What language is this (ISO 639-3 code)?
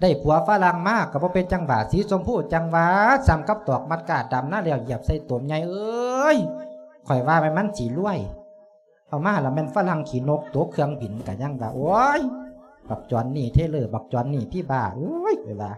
lao